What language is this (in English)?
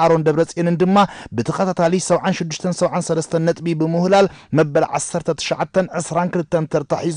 Tigrinya